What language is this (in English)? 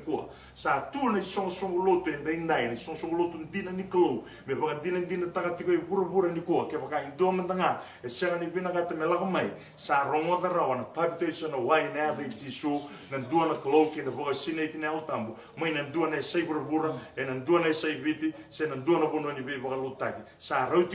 Fijian